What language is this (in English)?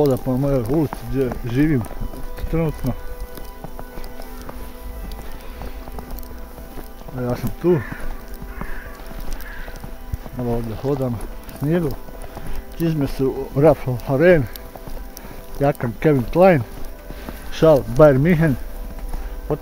Croatian